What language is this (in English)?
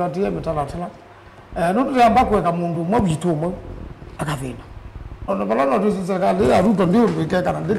Kamba